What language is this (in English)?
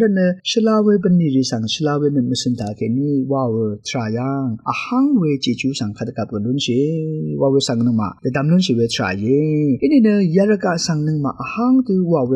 Rawang